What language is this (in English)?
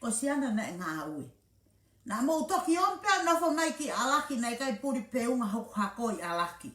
Tongan